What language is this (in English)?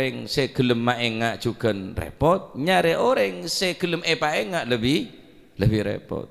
Madurese